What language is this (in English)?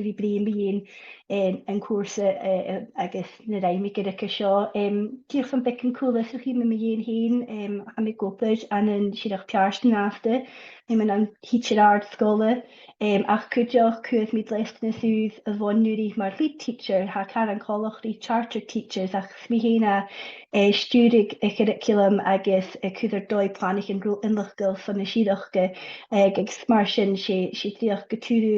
Scottish Gaelic